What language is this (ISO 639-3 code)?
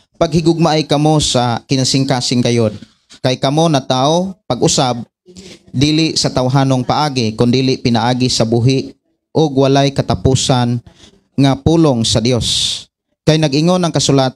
ceb